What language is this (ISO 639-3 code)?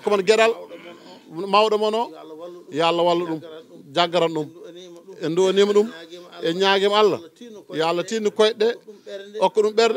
ful